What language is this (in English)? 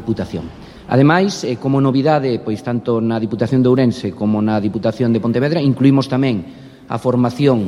Galician